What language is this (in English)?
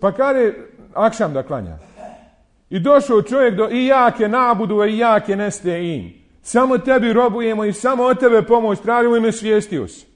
Bosnian